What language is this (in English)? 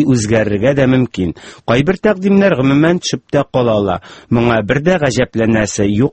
Tatar